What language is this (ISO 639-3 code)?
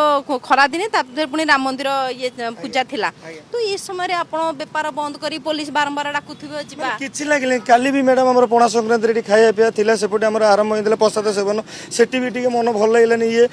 ori